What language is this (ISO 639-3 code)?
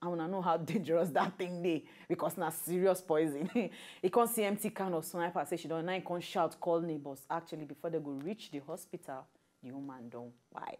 pcm